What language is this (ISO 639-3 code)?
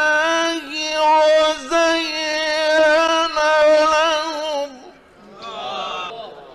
ara